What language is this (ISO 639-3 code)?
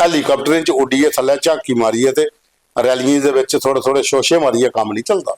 doi